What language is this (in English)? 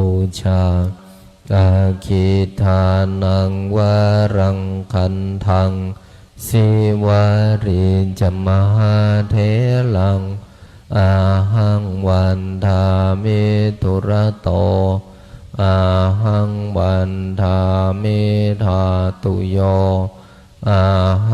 Pali